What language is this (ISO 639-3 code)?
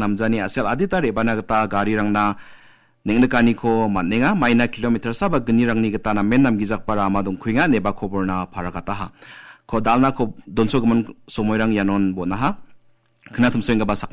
grt